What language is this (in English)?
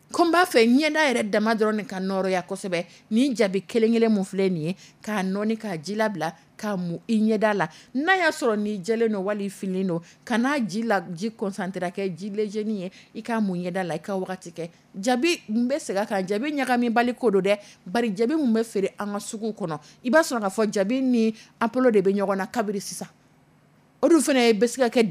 Dyula